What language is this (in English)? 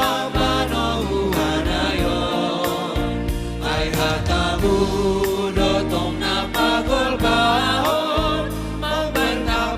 Batak Simalungun